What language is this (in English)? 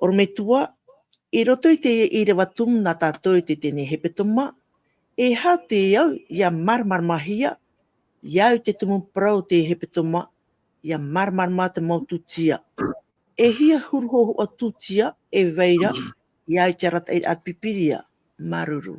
Tahitian